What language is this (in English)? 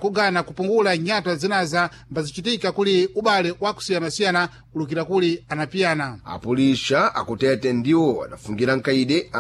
Sena